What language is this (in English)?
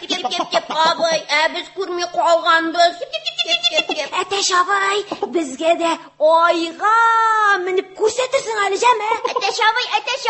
Tatar